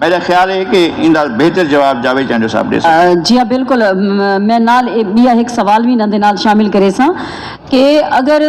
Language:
Saraiki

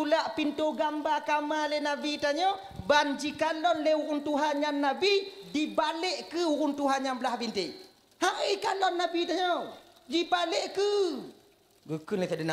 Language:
Achinese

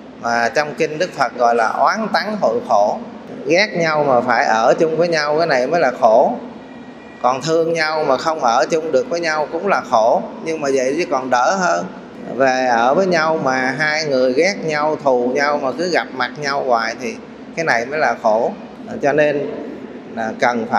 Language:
Vietnamese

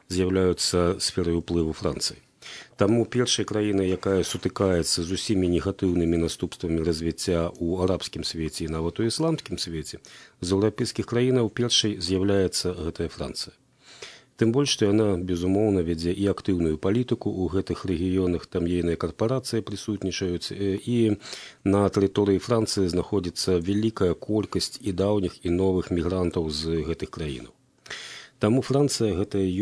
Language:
Belarusian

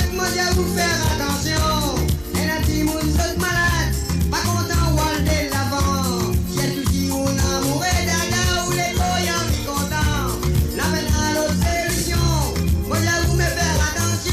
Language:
Morisyen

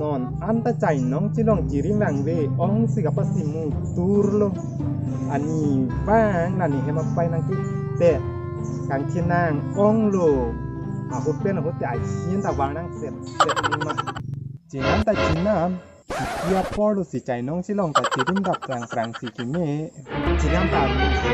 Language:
Karbi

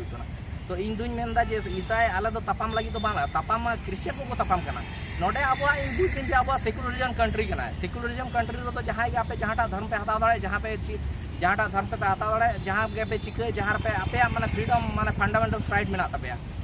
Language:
Santali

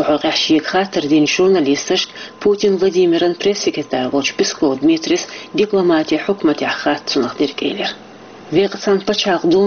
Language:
Chechen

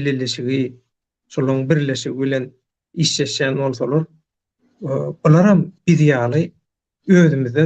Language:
Turkmen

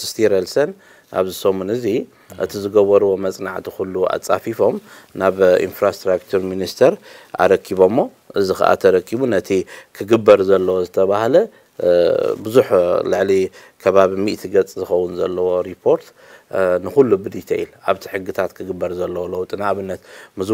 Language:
Tigrinya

